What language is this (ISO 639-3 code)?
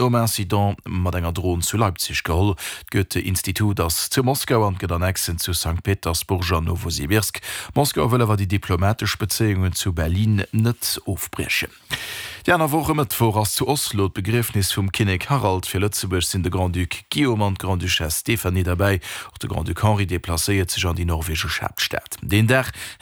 ltz